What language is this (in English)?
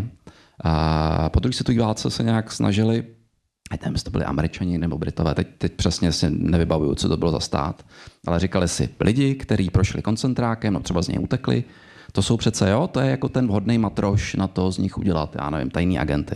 Czech